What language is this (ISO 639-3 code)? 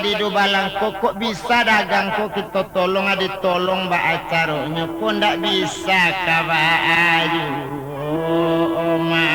min